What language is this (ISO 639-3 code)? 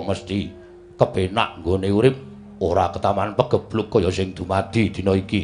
jav